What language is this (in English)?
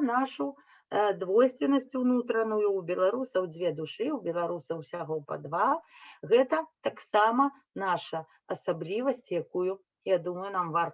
Belarusian